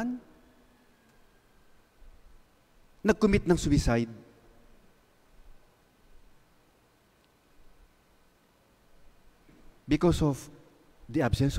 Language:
Filipino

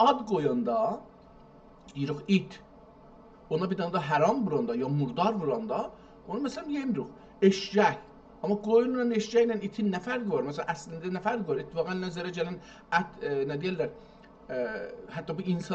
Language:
South Azerbaijani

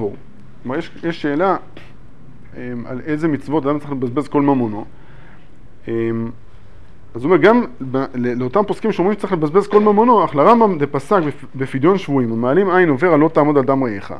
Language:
Hebrew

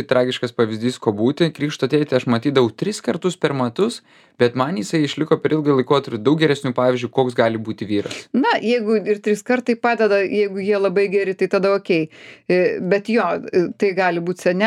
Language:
Lithuanian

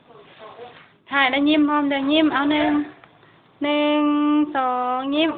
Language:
Lao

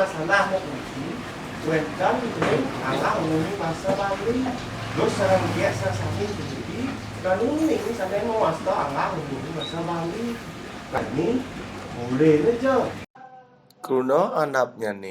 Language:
Balinese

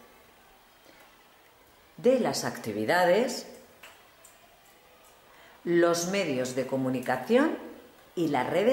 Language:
Spanish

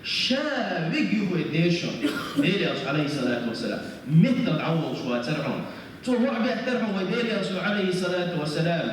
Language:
Chechen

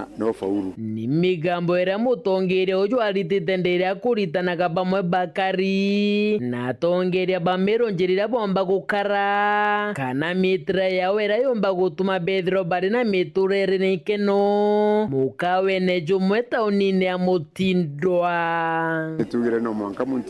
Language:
Meru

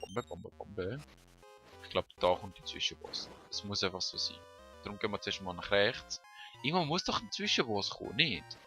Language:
Swiss German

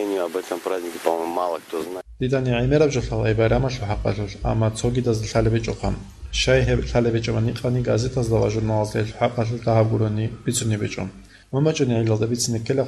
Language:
Avaric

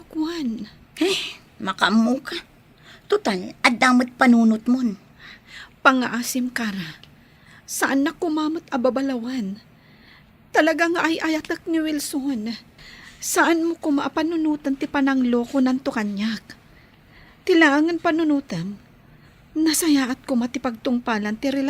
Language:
Iloko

